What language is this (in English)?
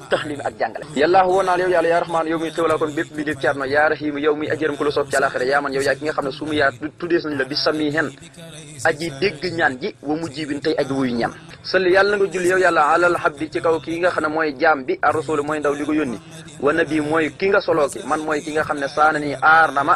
Wolof